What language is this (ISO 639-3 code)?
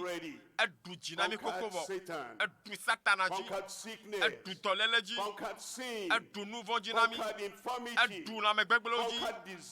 ewe